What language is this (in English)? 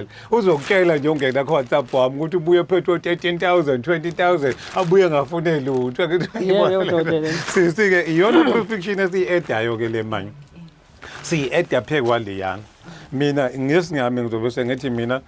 Zulu